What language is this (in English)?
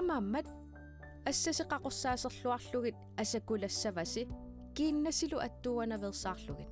Kalaallisut